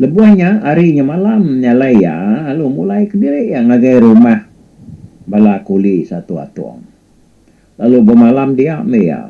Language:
Iban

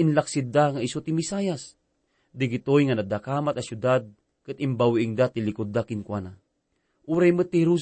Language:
Iloko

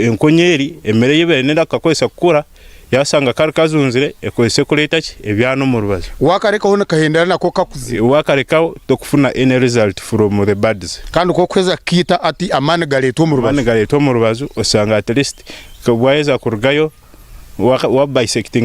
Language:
Nyankole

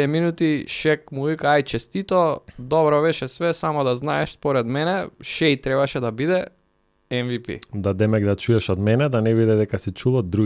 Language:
Macedonian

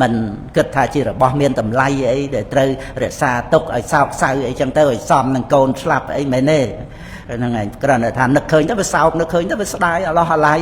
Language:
Khmer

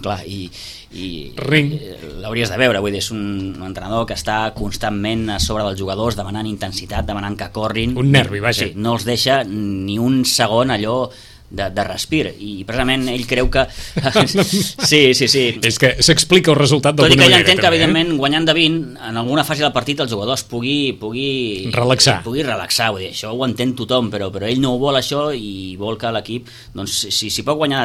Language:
Catalan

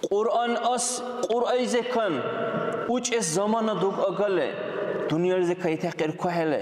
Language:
Dargwa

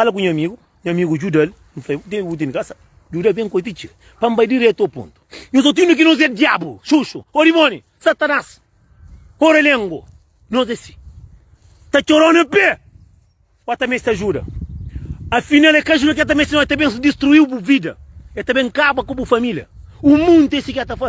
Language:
Kabuverdianu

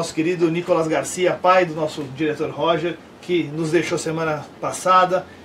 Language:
Portuguese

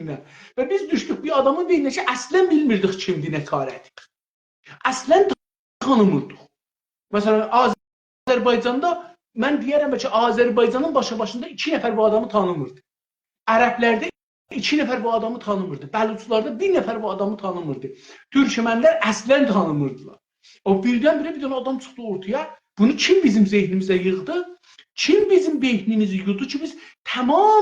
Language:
South Azerbaijani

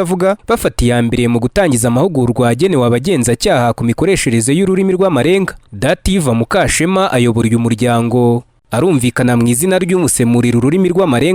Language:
Kinyarwanda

